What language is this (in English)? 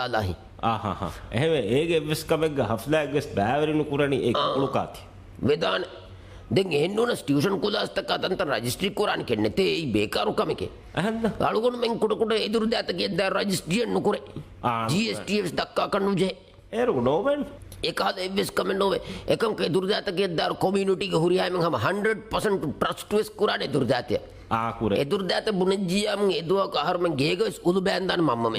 Divehi